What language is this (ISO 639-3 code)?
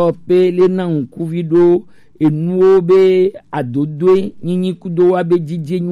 gej